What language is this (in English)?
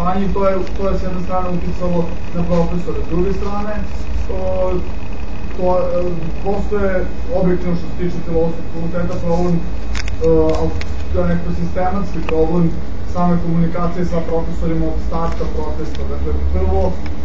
Serbian